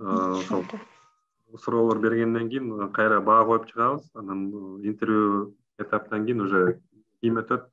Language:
Kyrgyz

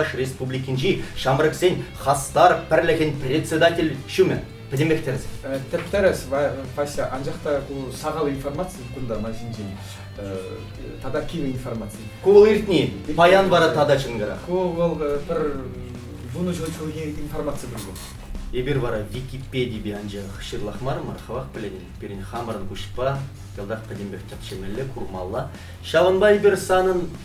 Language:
Chuvash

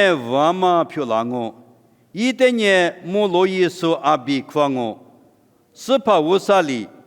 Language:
Lisu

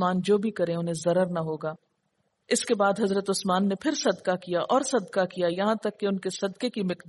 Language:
Urdu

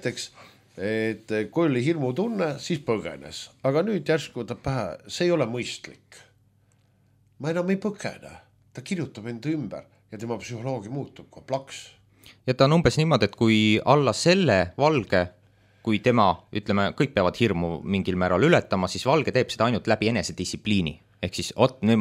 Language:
Estonian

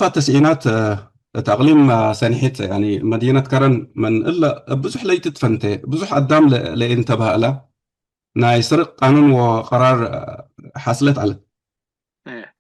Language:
Tigre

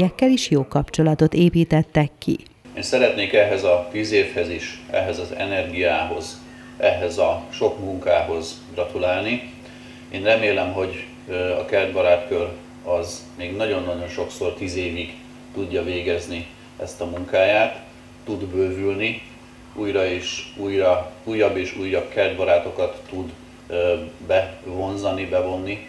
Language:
Hungarian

